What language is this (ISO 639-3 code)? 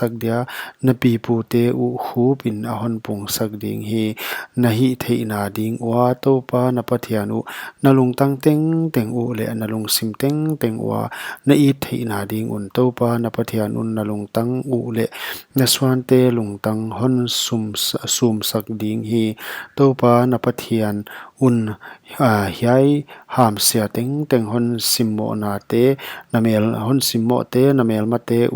pck